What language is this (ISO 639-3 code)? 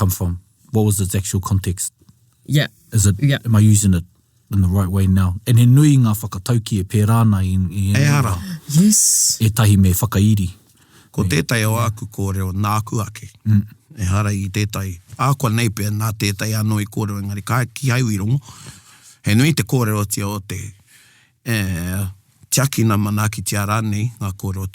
mri